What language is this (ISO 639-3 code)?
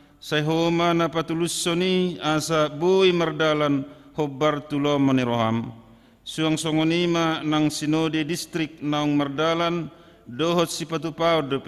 bbc